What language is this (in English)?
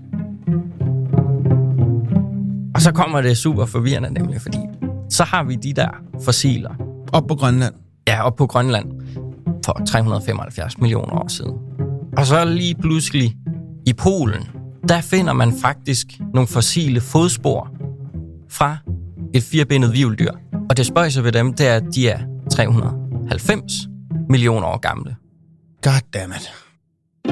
Danish